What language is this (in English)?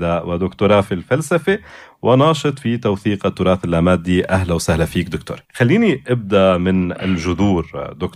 North Levantine Arabic